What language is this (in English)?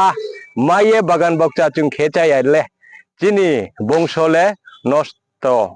Riang (India)